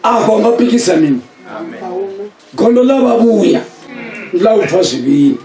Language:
Venda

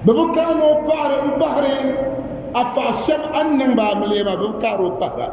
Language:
Dagbani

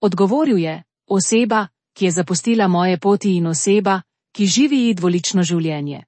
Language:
Slovenian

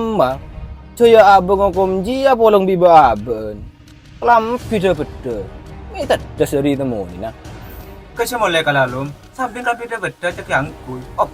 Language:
Madurese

